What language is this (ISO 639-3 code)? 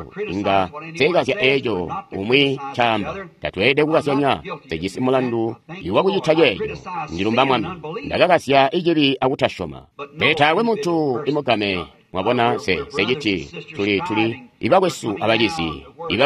toi